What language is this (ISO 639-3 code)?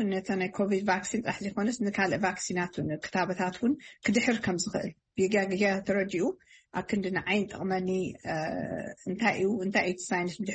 tir